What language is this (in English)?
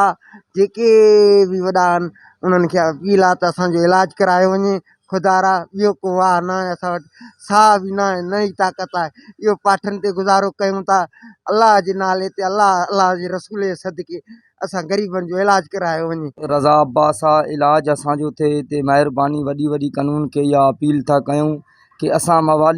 Sindhi